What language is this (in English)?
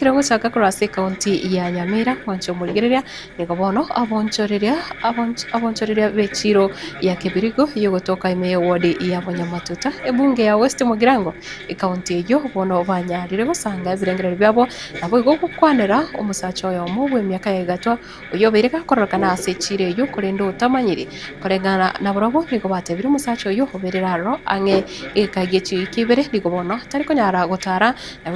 Gusii